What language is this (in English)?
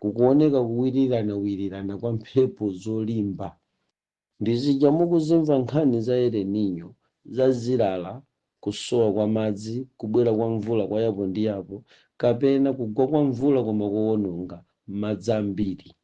Nyanja